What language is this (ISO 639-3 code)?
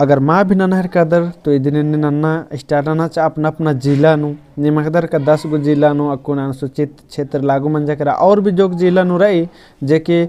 kru